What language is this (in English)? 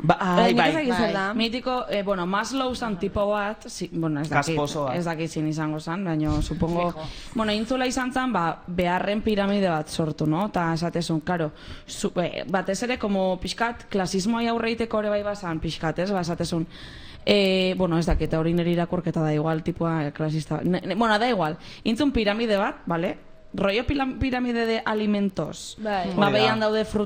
Basque